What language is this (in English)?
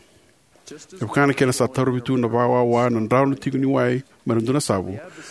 Fijian